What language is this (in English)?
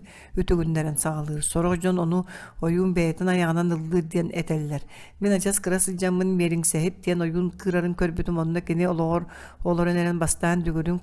Yakut